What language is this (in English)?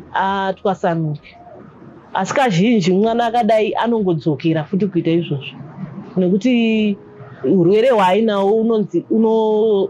Shona